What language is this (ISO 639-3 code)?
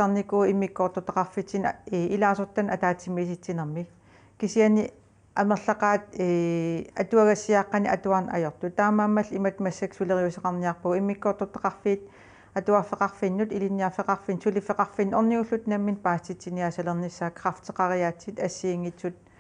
kal